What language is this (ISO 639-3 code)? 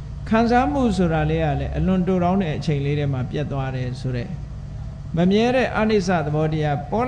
mya